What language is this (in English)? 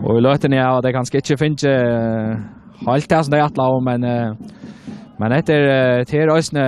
Faroese